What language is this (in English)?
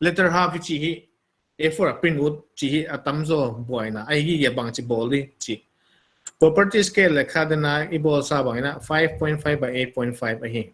Paite Chin